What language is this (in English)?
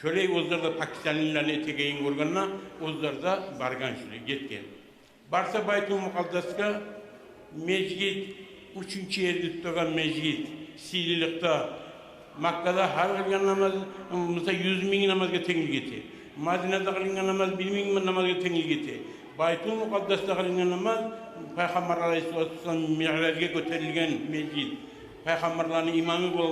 Kumyk